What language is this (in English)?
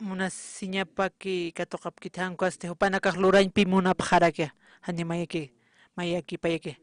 Aymara